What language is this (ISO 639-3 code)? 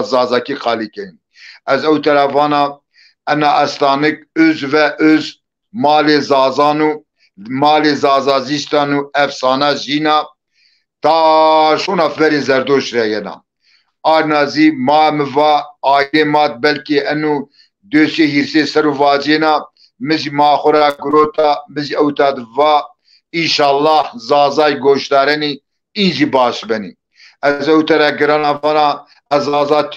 zza